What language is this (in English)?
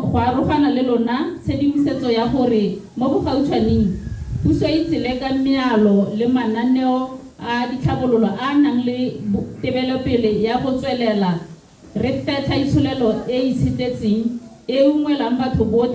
Tswana